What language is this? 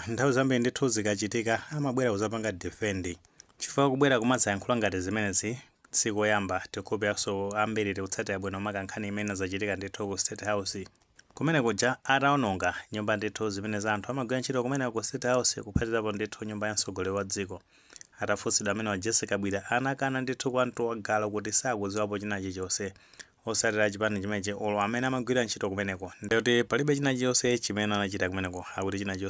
Nyanja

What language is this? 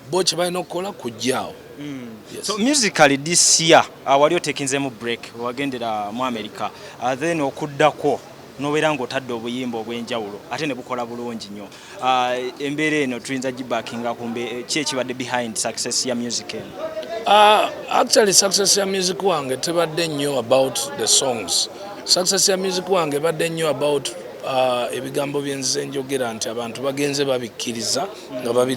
Ganda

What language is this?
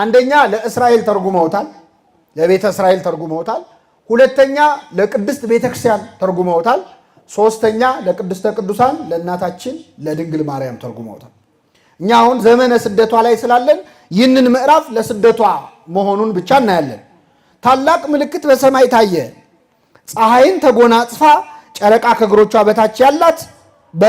Amharic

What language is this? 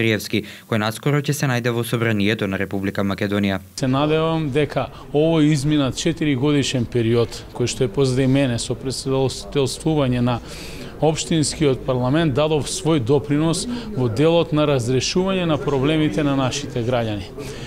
Macedonian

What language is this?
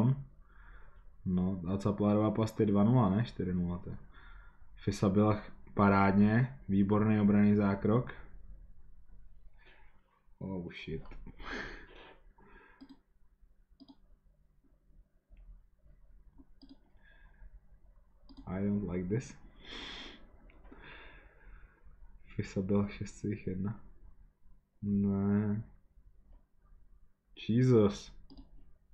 Czech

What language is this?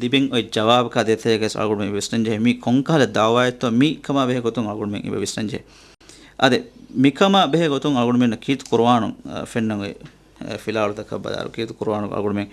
Divehi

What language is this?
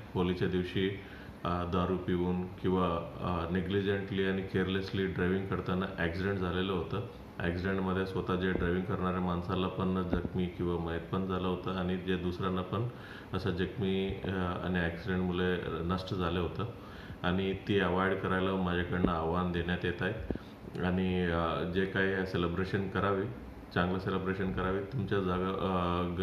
Marathi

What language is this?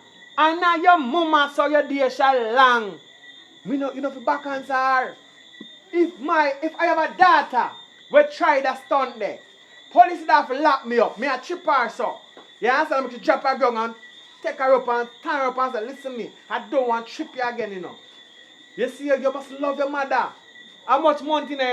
Jamaican Creole English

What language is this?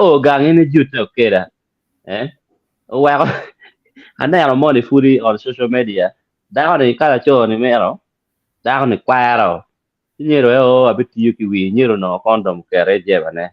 Acoli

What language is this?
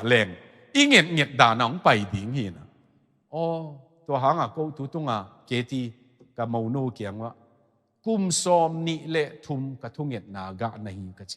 Tedim Chin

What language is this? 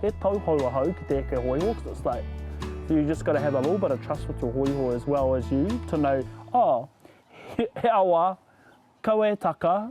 Māori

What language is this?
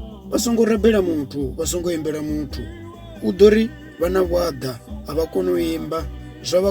Venda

